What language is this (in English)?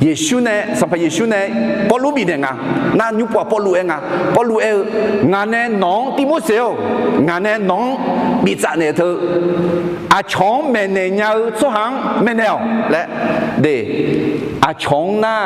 Akha